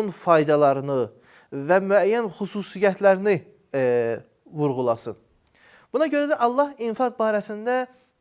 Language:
Azerbaijani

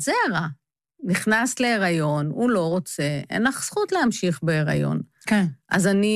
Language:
Hebrew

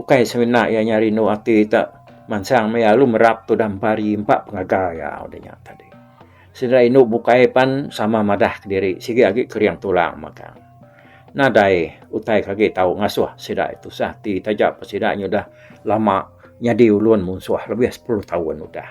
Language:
Iban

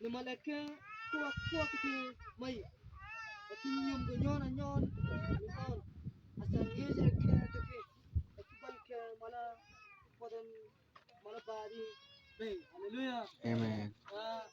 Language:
Mabaan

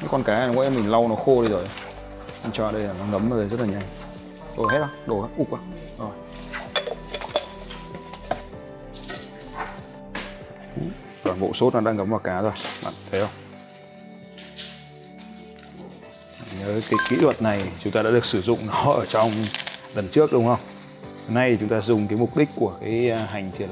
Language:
Vietnamese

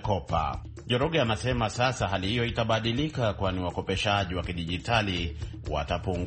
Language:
Swahili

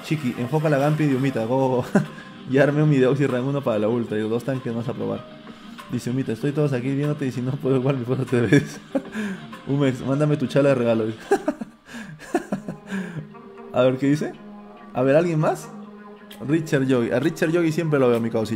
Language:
Spanish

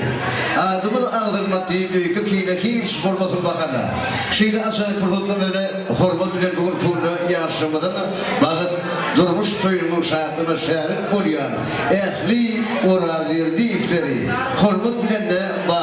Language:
Turkmen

